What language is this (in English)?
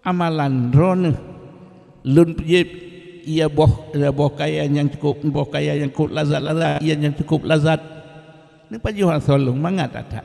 Achinese